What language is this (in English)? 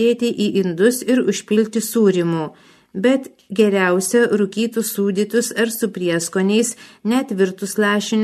Lithuanian